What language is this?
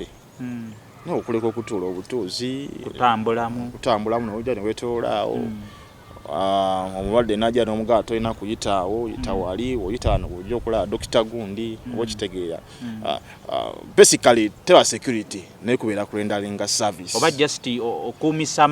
Ganda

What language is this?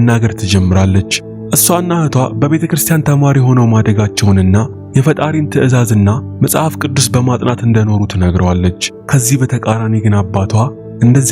Amharic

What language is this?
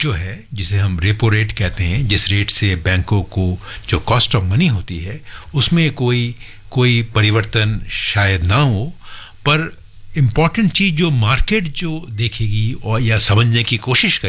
Hindi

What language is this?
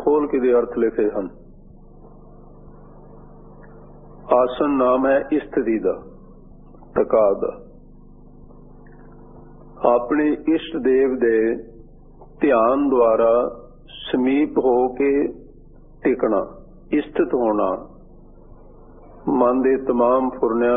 Punjabi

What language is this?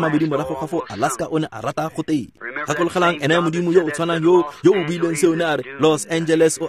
Tswana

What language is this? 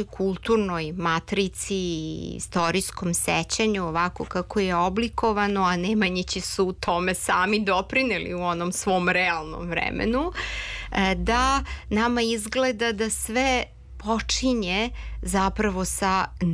Serbian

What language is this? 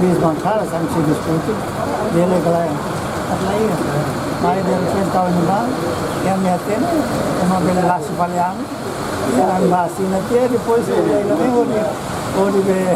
Tetum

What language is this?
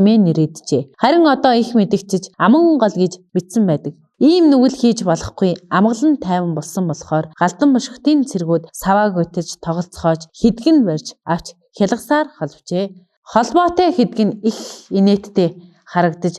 Mongolian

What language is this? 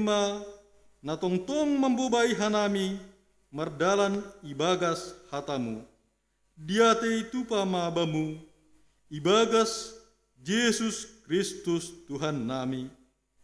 Batak Simalungun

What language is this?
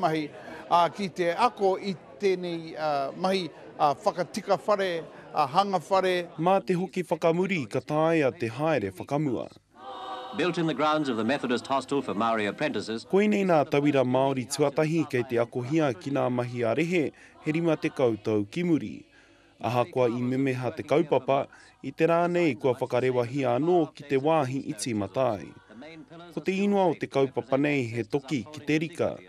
Māori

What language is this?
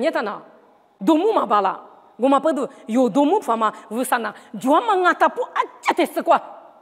Lisu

